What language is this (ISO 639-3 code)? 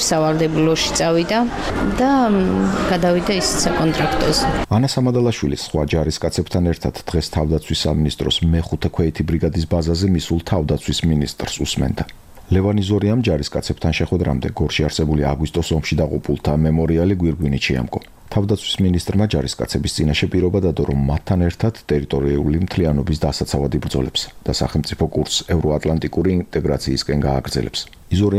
kat